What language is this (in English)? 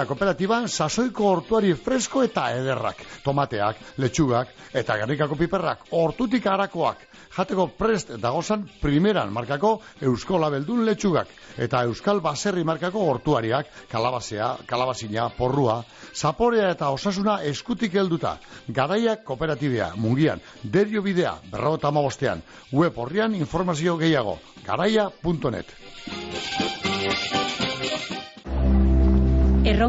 Basque